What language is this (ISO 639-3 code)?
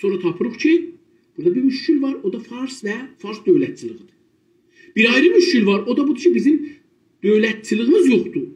azb